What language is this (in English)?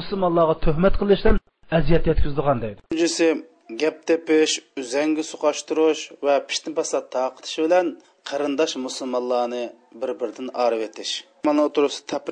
Uyghur